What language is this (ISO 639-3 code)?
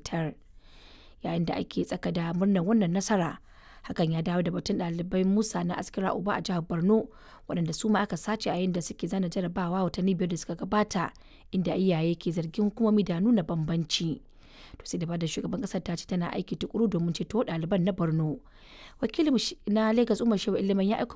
hau